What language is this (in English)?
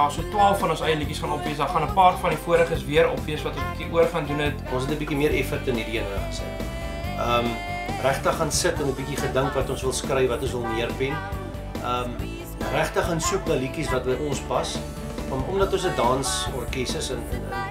Afrikaans